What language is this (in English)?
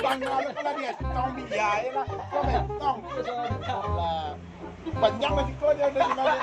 Minangkabau